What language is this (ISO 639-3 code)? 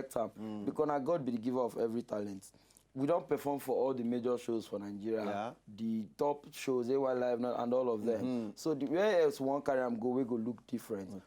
pcm